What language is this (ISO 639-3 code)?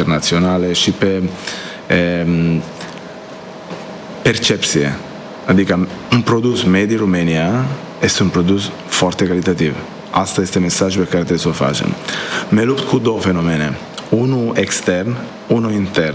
ron